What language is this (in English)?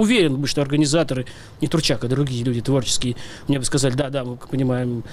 Russian